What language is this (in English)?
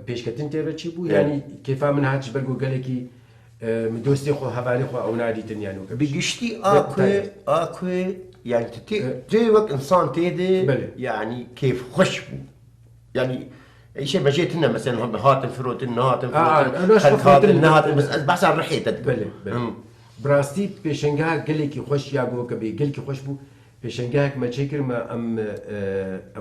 Kurdish